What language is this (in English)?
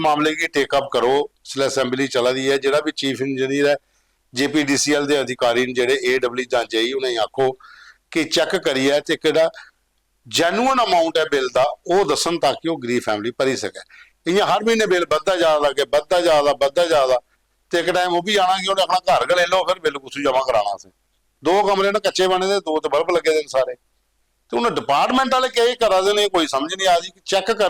Dogri